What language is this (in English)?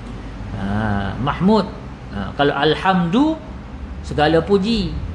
Malay